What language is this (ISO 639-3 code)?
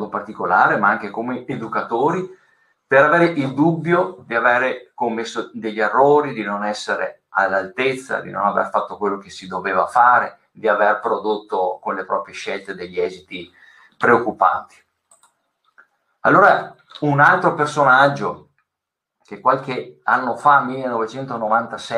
ita